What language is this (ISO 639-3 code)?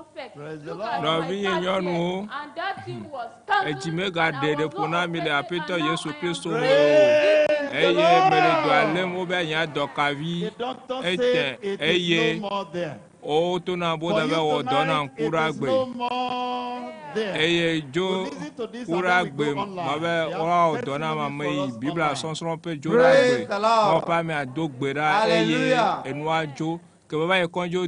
ewe